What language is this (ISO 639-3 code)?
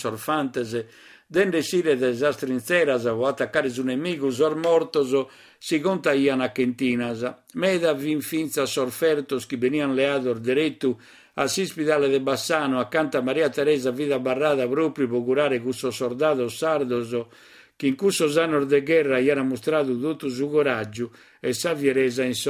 srd